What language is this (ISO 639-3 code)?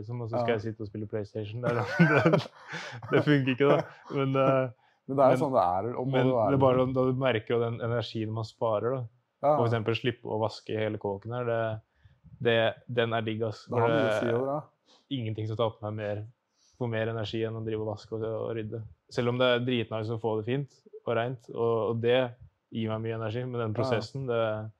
nor